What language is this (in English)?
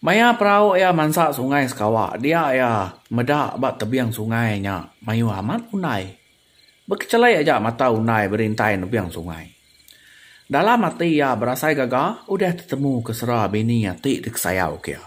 Iban